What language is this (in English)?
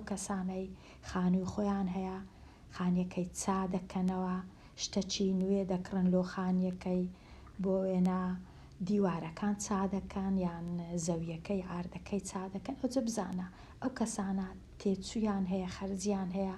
Central Kurdish